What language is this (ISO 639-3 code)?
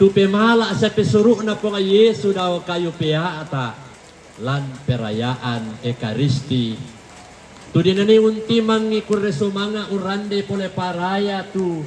sda